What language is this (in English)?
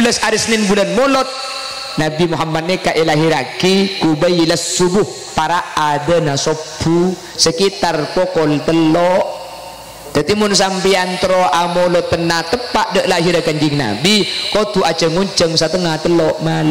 Madurese